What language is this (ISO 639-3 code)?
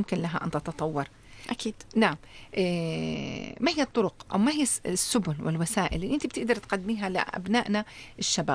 apc